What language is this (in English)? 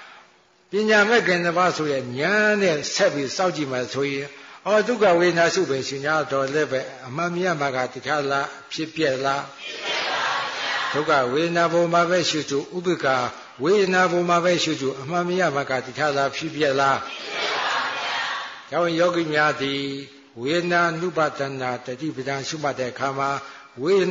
Burmese